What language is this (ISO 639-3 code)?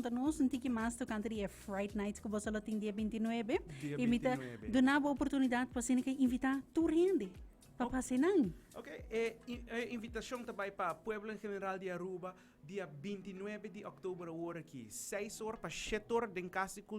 pap